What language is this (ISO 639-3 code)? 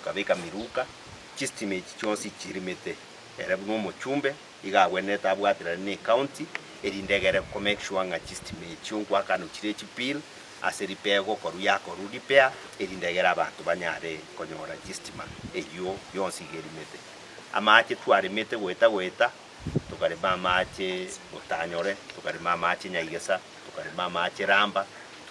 guz